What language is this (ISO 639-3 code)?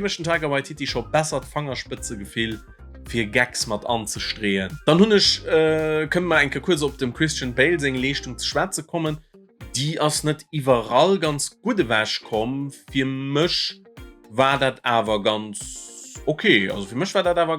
ltz